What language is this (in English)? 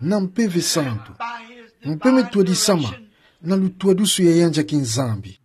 Kituba (Democratic Republic of Congo)